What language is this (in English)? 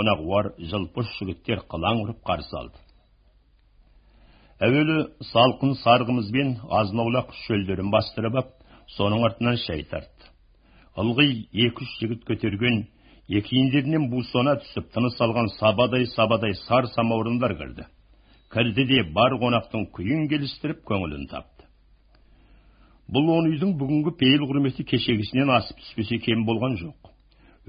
Kazakh